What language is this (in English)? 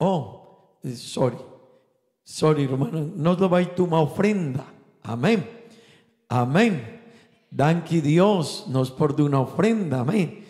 Papiamento